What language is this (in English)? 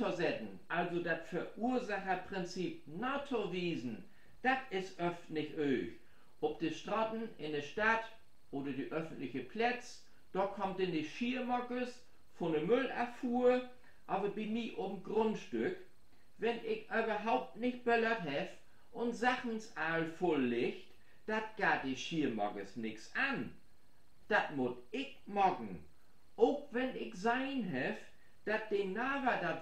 Low German